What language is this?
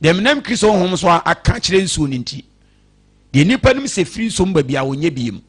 Akan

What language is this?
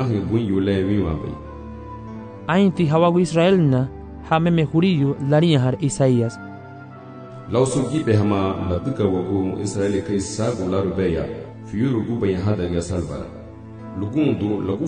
Garifuna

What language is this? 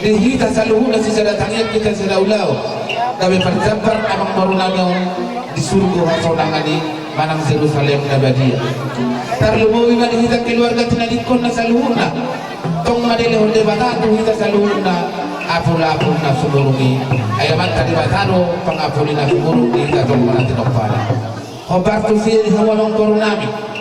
Batak Toba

